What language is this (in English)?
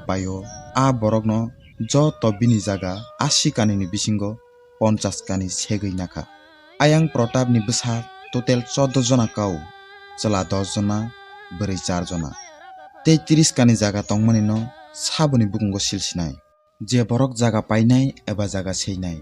Kok Borok